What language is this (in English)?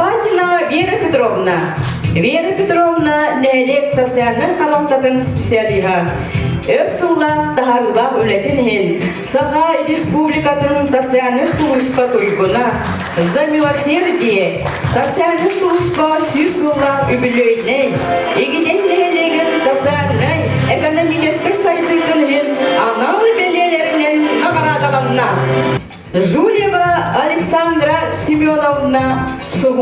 Yakut